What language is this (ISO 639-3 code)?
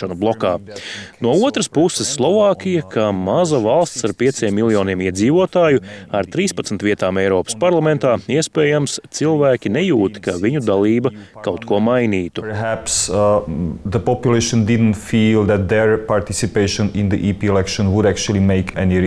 lav